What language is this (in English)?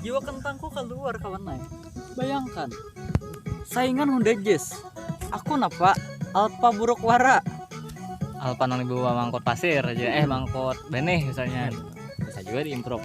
Banjar